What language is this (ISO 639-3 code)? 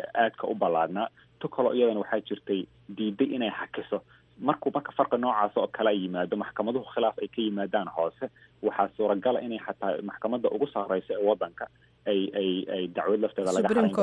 som